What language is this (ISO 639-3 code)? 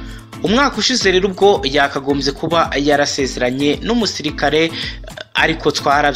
kin